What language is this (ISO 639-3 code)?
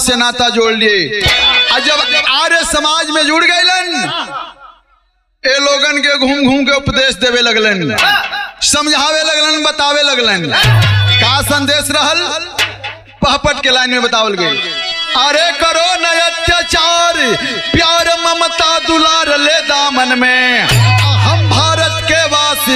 bho